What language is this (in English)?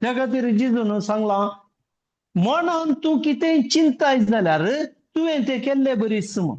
Konkani